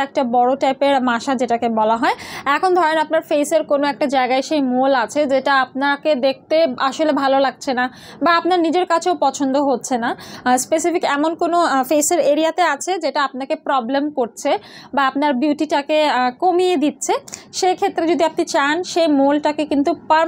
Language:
Bangla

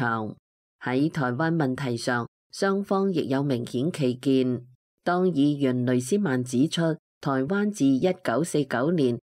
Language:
Cantonese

